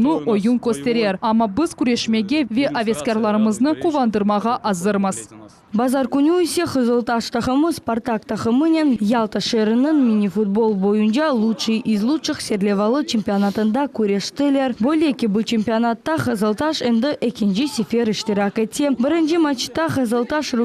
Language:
Crimean Tatar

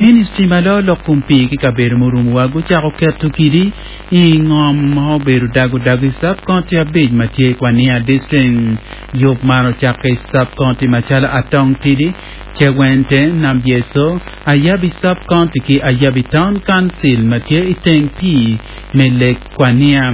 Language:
Acoli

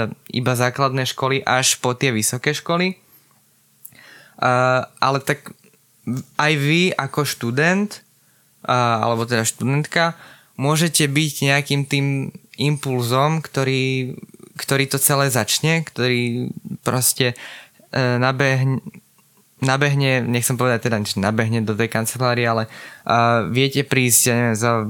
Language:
Slovak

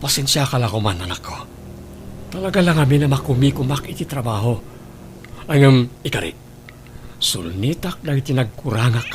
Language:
Iloko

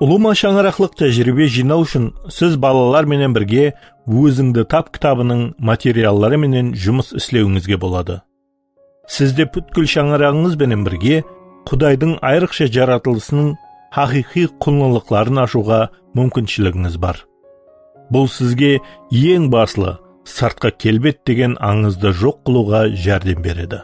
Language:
Kara-Kalpak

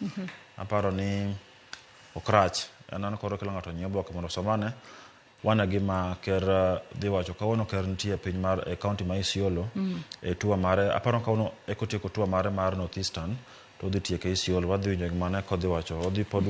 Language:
Luo (Kenya and Tanzania)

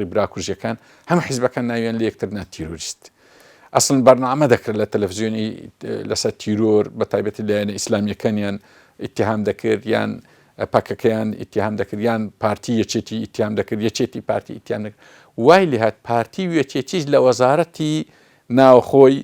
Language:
Central Kurdish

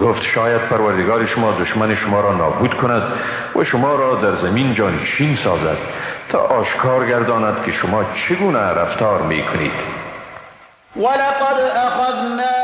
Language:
Persian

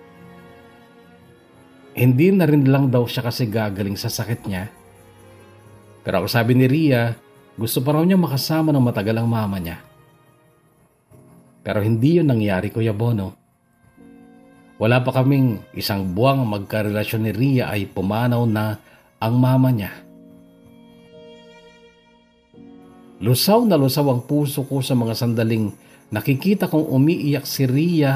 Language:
Filipino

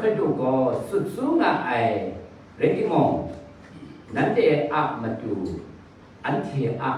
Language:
Kachin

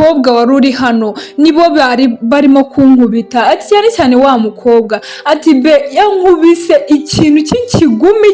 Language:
Kinyarwanda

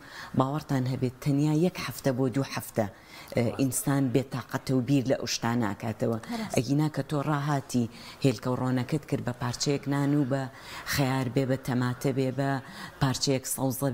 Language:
Central Kurdish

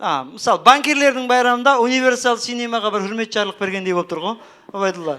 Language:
Kara-Kalpak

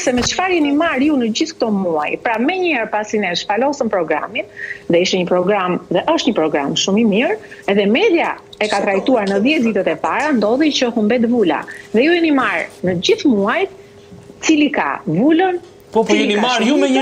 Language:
Albanian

